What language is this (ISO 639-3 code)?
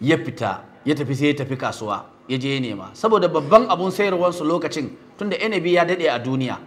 hau